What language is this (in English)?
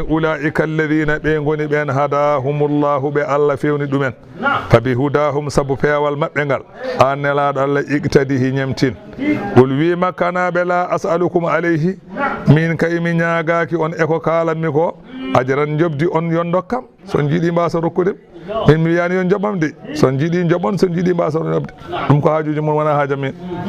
Fula